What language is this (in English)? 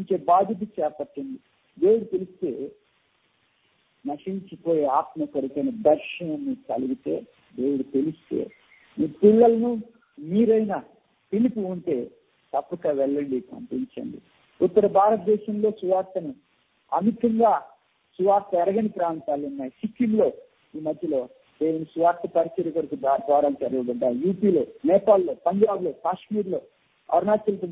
Telugu